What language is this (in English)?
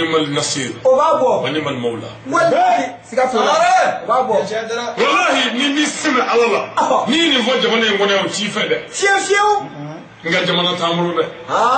Bambara